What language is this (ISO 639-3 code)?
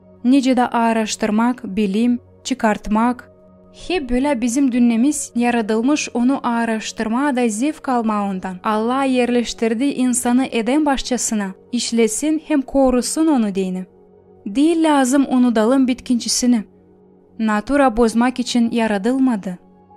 gag